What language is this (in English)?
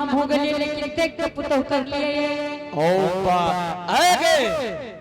Angika